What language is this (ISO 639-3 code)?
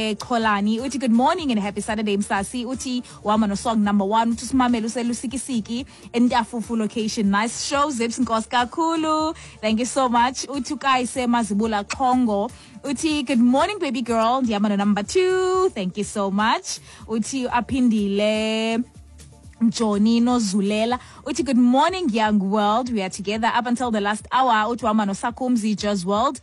xho